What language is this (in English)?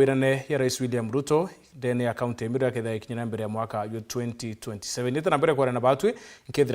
Meru